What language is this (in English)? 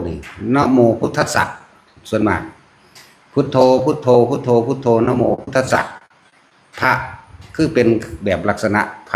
Northeastern Thai